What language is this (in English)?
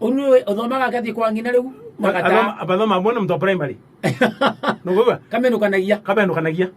Meru